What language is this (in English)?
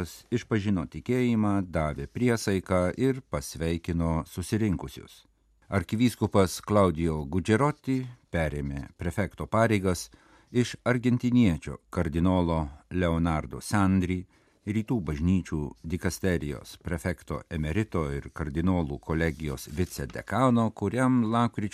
Lithuanian